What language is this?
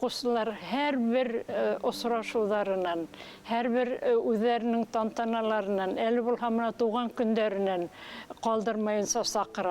Bashkir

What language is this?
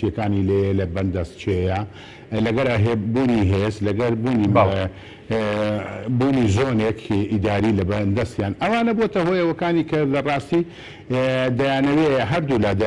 Central Kurdish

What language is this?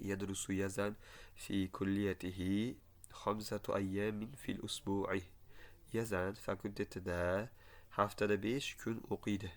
Uzbek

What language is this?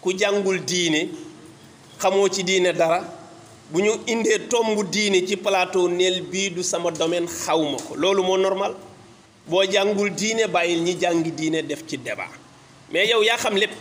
Wolof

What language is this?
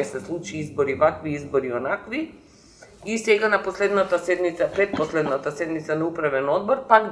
Macedonian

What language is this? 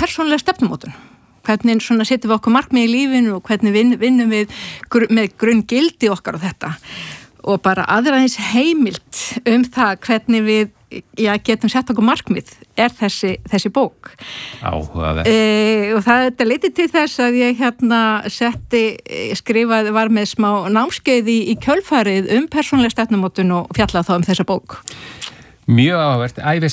Icelandic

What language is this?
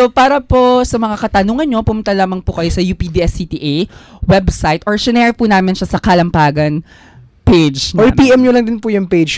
Filipino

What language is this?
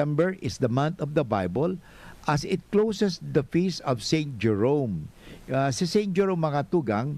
Bikol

